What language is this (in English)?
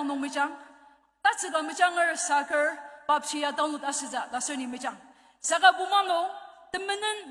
Ao Naga